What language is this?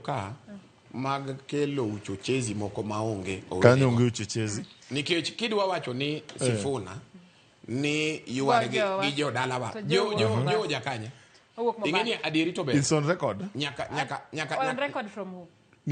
Luo (Kenya and Tanzania)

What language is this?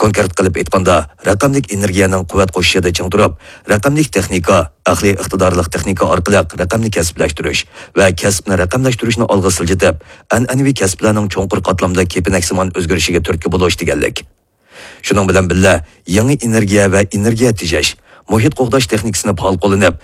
Uyghur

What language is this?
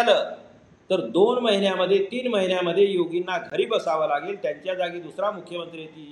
Marathi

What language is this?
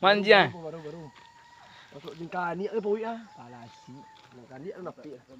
Minangkabau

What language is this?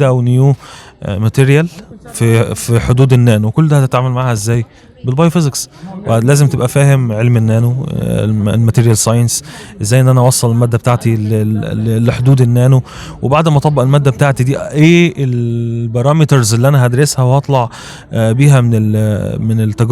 Egyptian Arabic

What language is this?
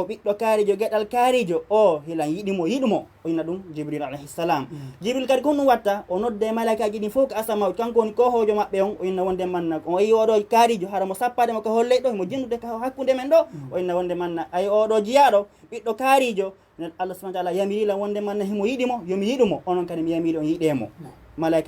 Fula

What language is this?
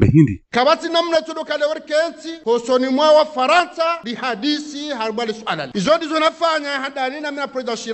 Ngazidja Comorian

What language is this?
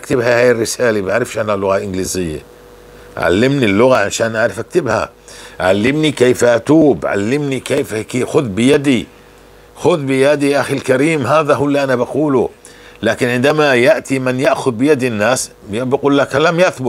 North Levantine Arabic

